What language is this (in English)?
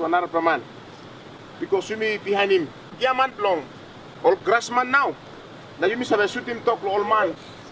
Tok Pisin